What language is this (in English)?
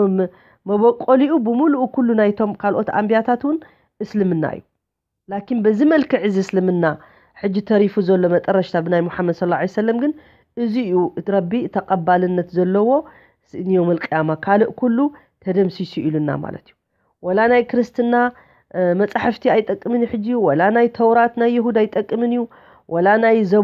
Tigrinya